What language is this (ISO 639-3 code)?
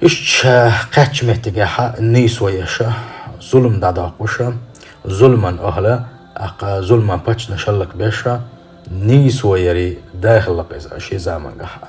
che